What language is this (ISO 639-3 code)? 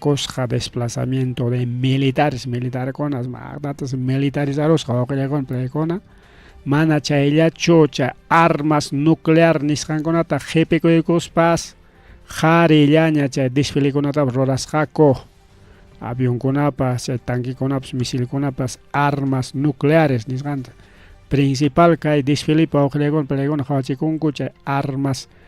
quy